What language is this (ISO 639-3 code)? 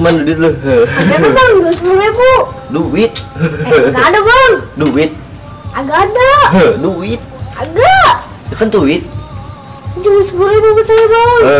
bew